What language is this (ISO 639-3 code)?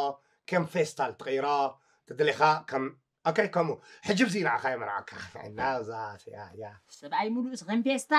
tir